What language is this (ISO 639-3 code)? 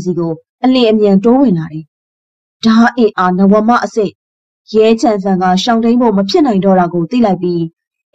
mya